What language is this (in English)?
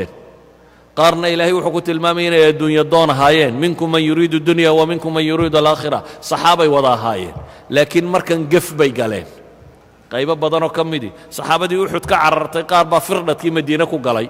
Somali